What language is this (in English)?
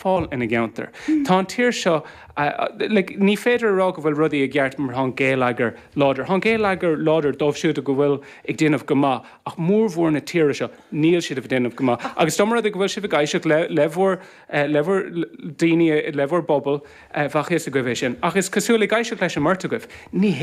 Irish